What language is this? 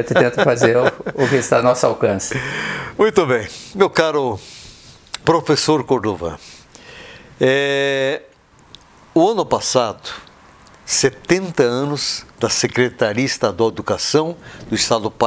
Portuguese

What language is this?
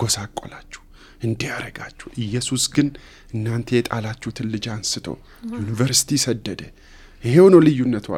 Amharic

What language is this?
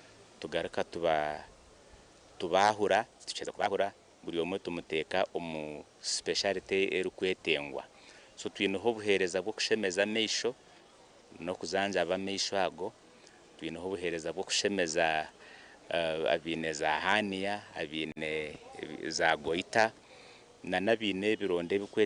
Nyankole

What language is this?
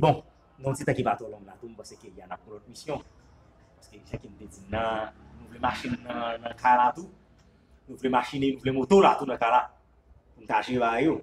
Haitian Creole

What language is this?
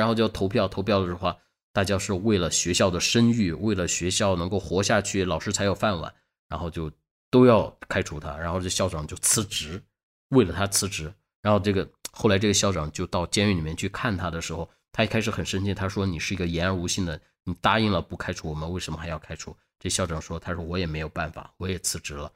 Chinese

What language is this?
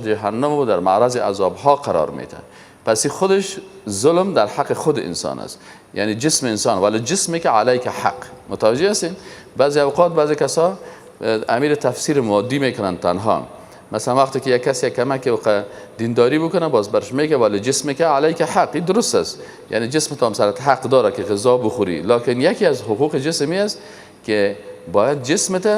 Persian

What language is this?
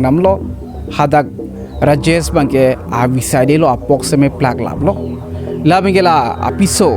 Karbi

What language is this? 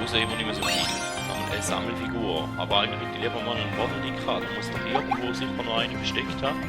Swiss German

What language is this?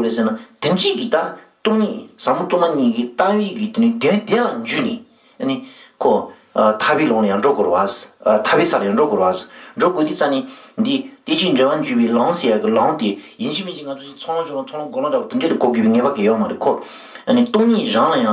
Tibetan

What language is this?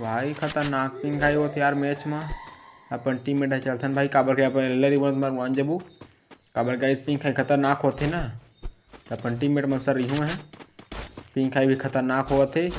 Chhattisgarhi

